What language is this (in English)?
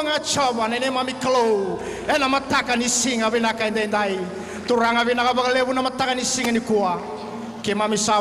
Fijian